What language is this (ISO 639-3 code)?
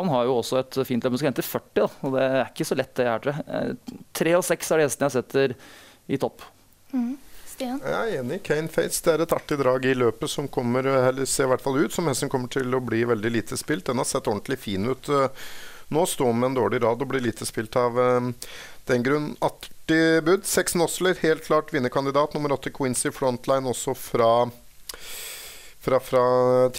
nor